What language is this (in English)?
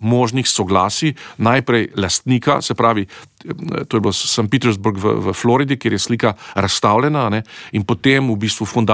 Slovenian